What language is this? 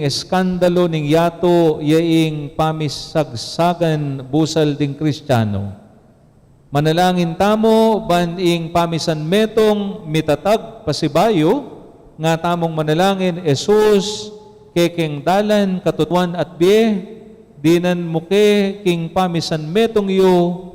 Pampanga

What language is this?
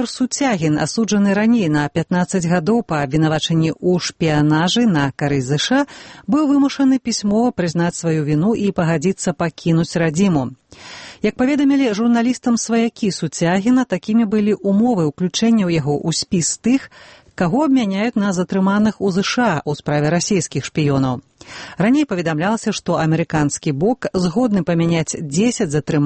Belarusian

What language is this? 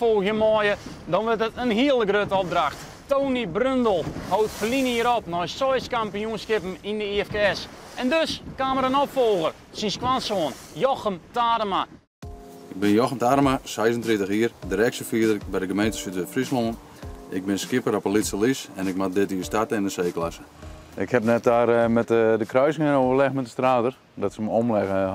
Western Frisian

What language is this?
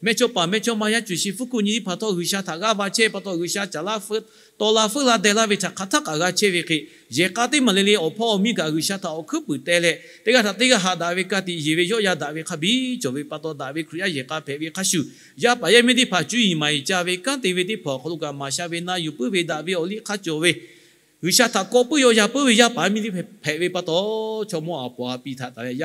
Lahu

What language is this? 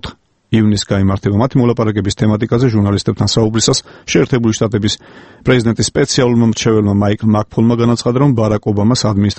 Georgian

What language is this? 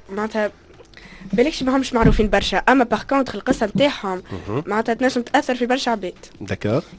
Tunisian Arabic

